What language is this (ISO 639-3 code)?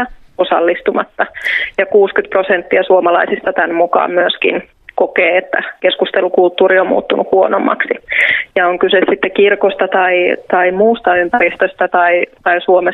fin